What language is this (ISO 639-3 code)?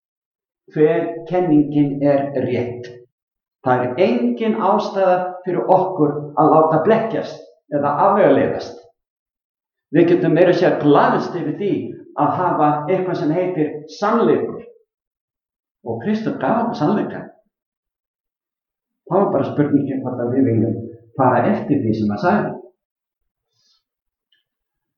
isl